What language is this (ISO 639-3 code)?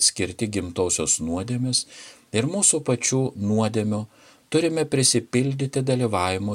lit